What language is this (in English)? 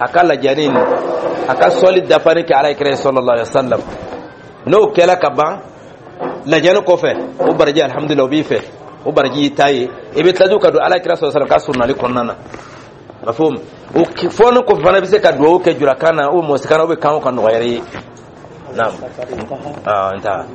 Dyula